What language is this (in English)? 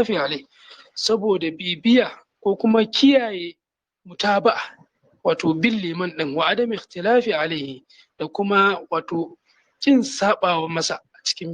Hausa